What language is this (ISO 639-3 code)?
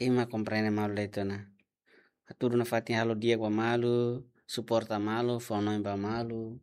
tet